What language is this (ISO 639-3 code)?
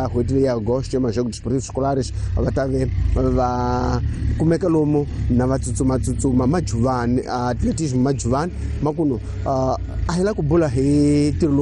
tso